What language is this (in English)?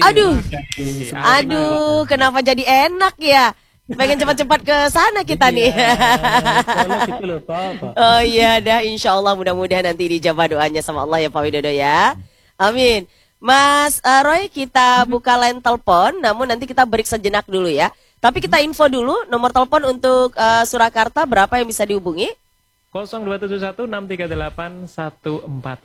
Indonesian